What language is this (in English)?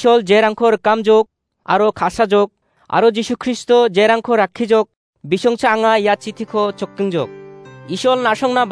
Garo